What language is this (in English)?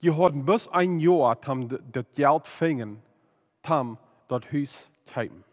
Plautdietsch